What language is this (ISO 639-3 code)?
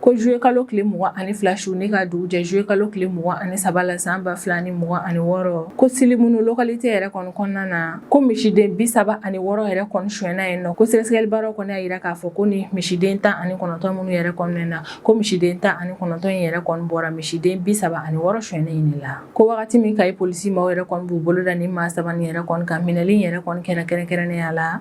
bam